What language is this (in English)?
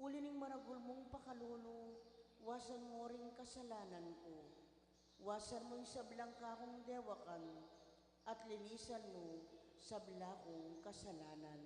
Pampanga